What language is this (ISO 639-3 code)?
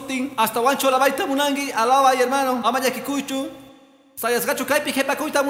que